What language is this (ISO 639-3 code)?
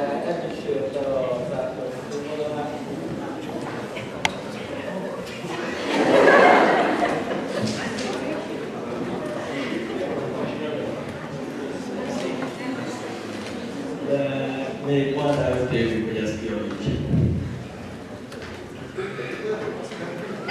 hun